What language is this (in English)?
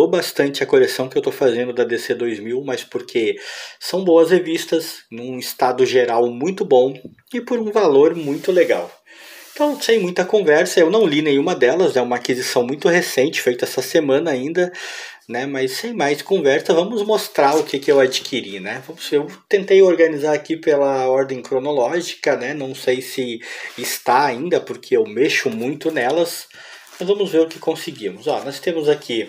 Portuguese